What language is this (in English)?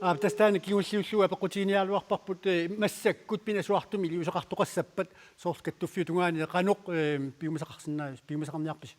Kalaallisut